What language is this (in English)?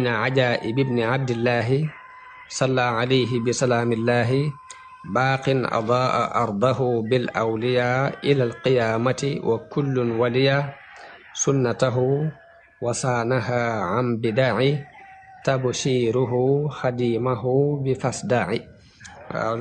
Wolof